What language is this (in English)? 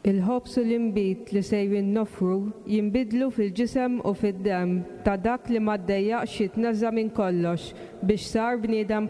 Maltese